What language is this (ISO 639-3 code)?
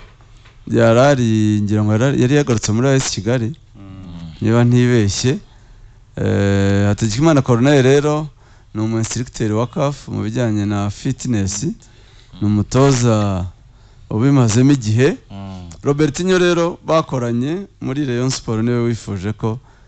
kin